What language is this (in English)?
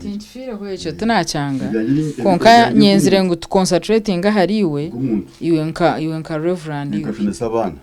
Nyankole